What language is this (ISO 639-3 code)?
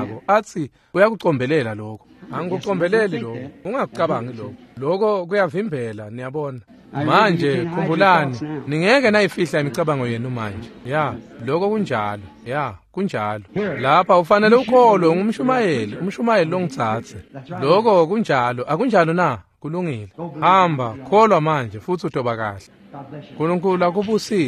ssw